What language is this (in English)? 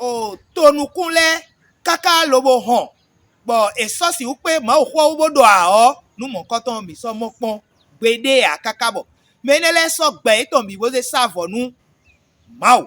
Fon